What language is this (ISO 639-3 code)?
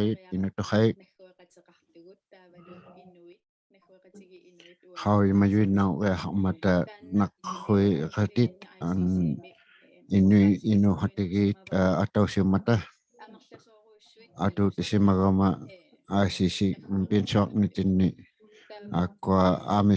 iku